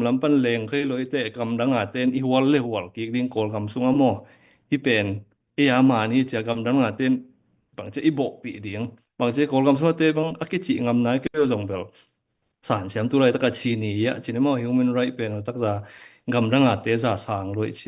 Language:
Tedim Chin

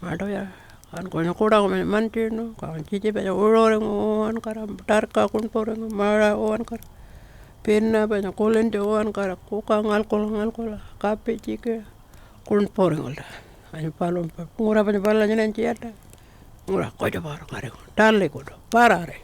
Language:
Pitjantjatjara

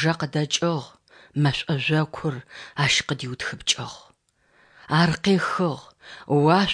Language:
Adyghe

